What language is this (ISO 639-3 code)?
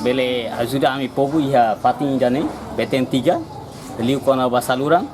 tet